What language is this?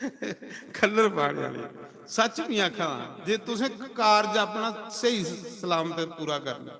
Dogri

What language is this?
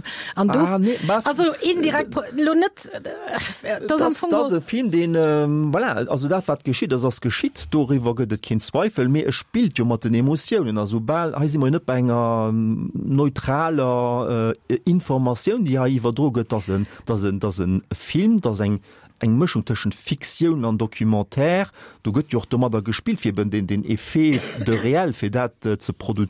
Luxembourgish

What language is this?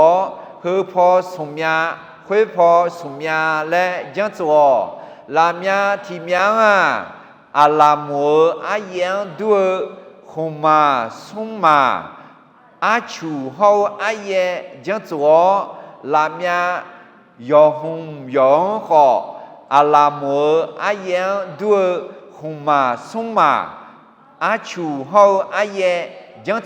Akha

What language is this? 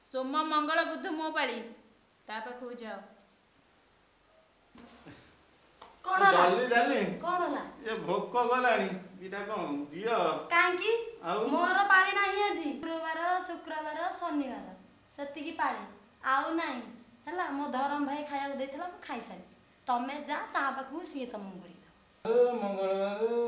Odia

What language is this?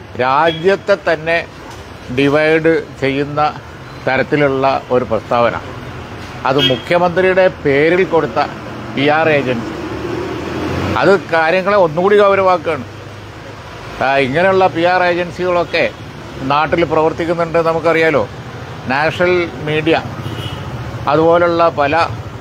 Malayalam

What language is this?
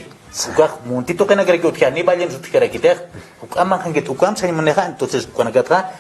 Aymara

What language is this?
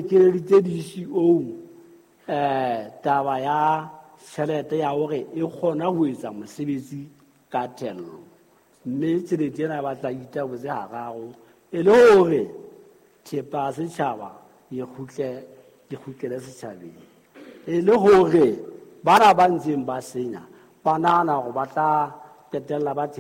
Southern Sotho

